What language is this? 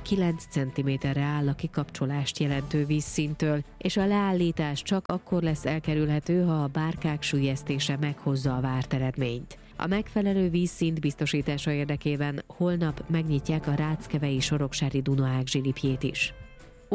Hungarian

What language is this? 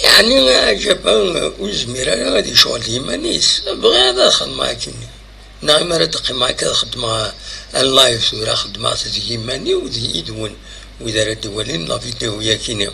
Kabyle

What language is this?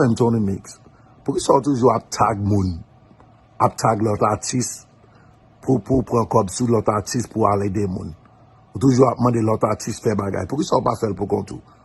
Haitian Creole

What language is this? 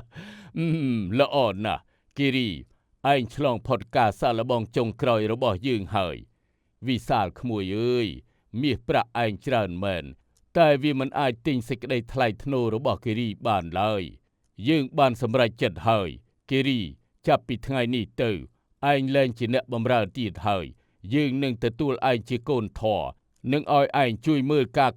Khmer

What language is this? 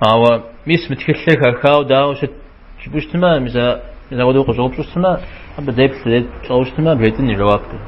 Kabardian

